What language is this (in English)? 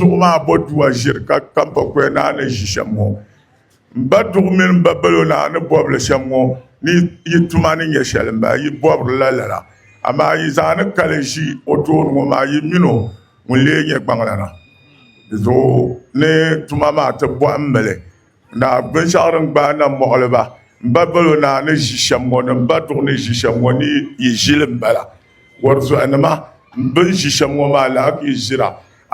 Dagbani